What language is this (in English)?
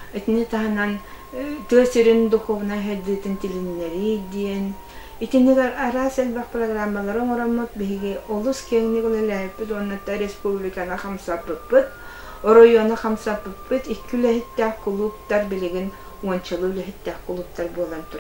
Yakut